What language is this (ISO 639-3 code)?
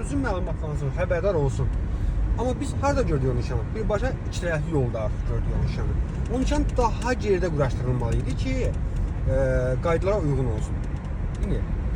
aze